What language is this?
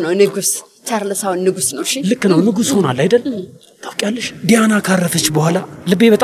Amharic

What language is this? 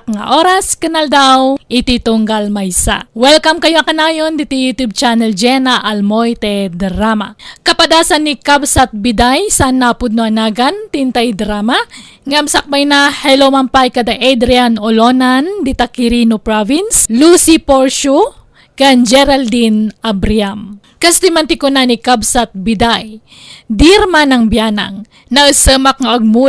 Iloko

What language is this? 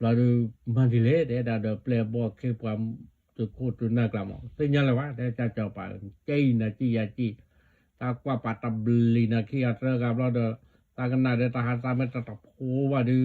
S'gaw Karen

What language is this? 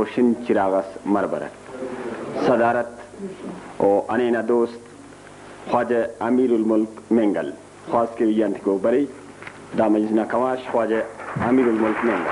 Brahui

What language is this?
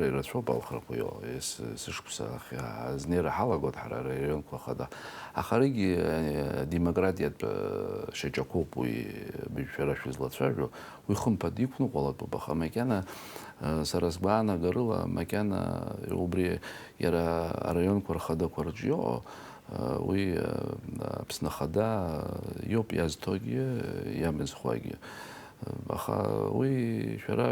Abkhazian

